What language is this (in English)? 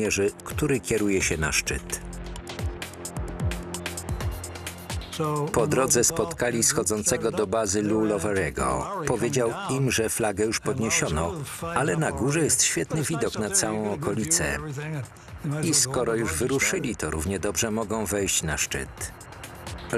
Polish